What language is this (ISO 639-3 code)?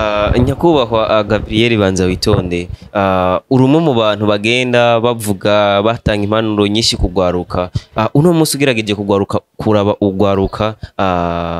run